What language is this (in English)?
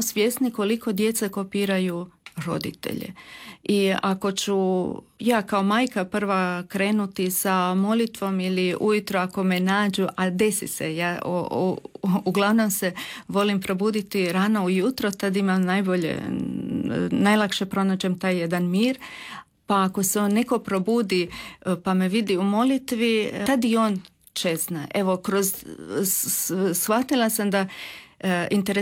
Croatian